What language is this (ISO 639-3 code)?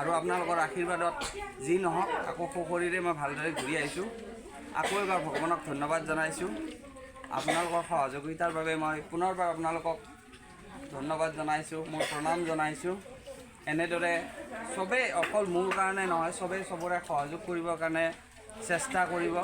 asm